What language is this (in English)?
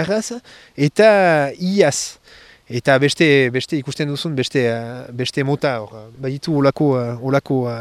Basque